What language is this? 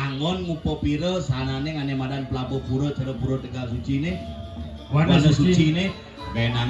Balinese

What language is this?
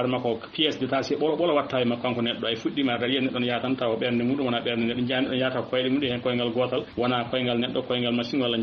Fula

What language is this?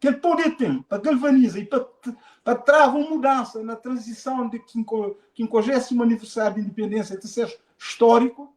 Kabuverdianu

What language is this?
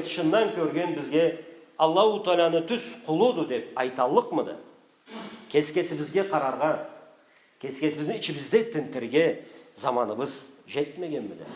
Karachay-Balkar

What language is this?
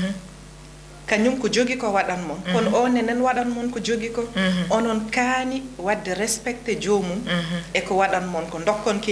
Fula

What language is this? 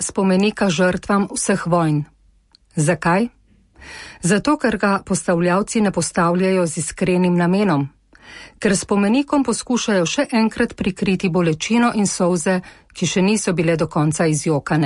Slovenian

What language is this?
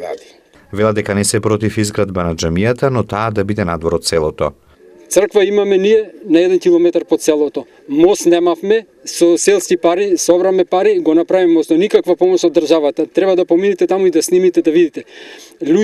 Macedonian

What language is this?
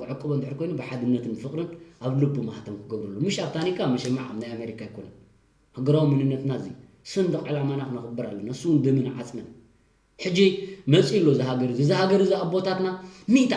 Tigrinya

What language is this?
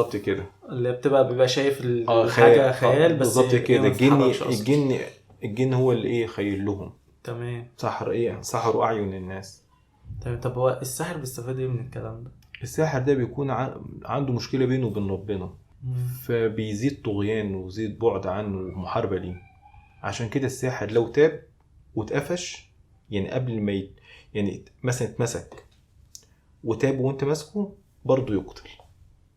Egyptian Arabic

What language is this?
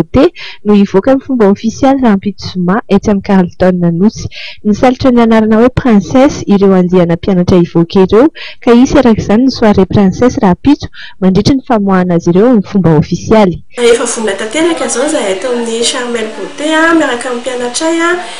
Malagasy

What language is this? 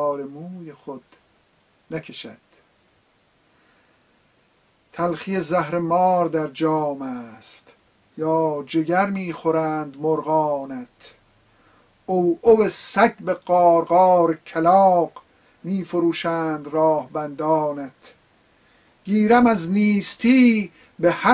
Persian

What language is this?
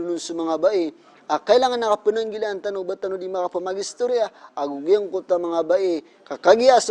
Maranao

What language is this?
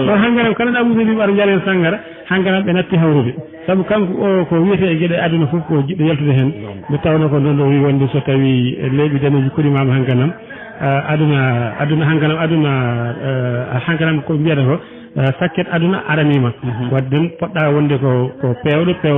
Fula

